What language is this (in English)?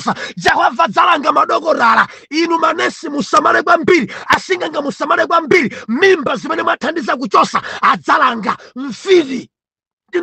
Nyanja